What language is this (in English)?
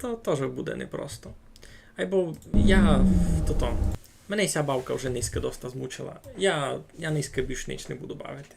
Rusyn